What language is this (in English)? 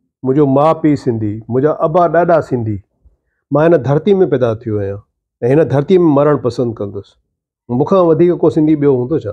Sindhi